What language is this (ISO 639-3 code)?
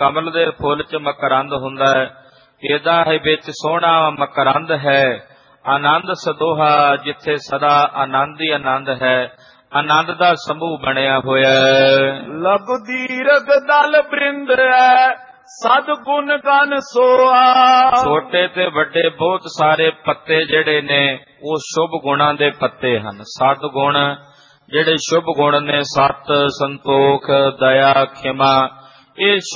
pan